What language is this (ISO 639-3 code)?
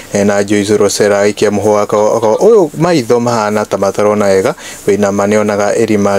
kik